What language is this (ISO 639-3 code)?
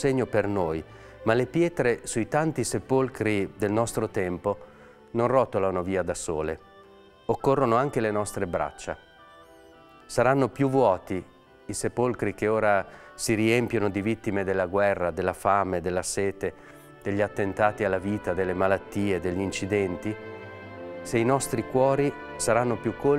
ita